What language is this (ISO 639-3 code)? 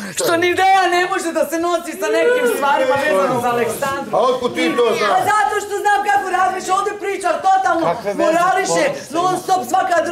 srp